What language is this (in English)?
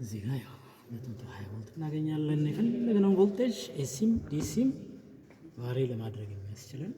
Amharic